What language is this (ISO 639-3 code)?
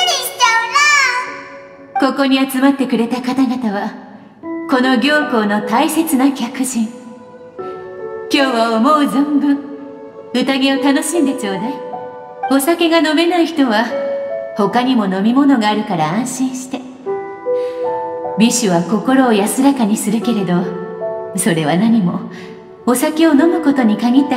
jpn